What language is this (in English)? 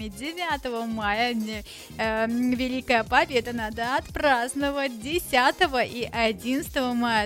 Russian